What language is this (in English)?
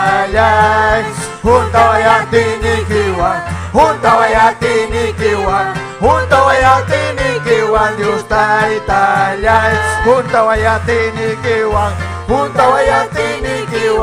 Ayacucho Quechua